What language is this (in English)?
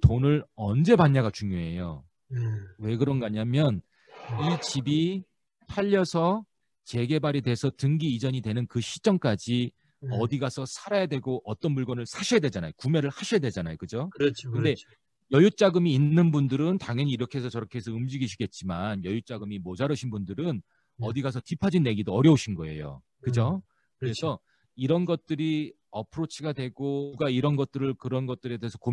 Korean